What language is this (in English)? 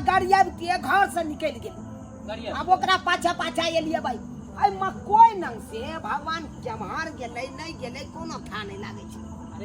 Maithili